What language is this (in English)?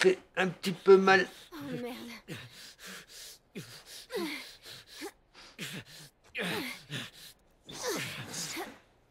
French